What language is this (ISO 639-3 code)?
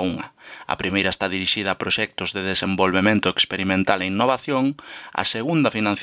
glg